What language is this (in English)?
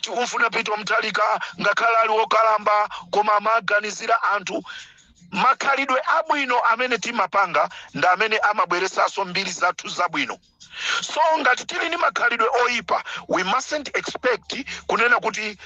Nyanja